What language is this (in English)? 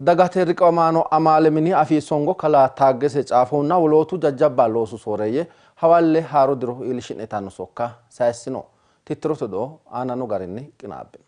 Sidamo